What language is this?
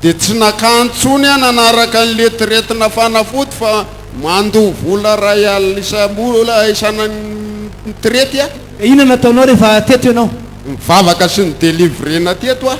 Malagasy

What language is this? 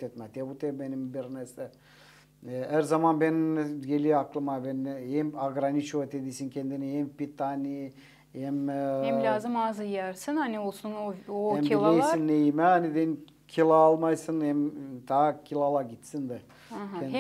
Gagauz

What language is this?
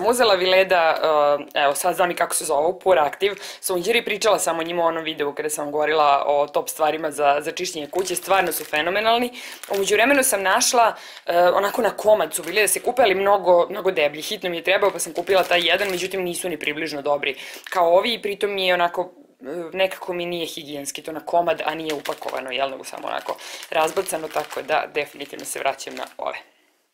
Serbian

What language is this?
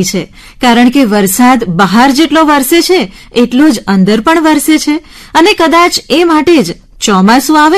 Gujarati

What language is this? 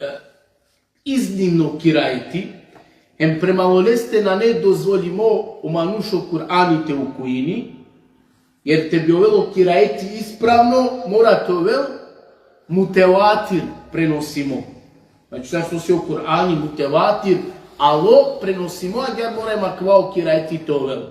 Balkan Romani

